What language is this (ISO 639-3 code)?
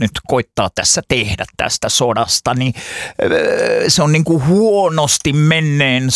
fin